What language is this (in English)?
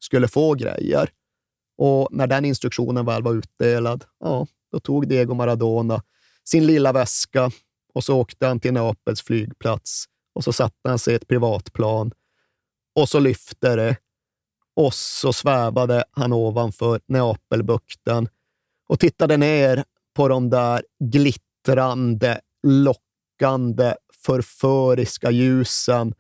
Swedish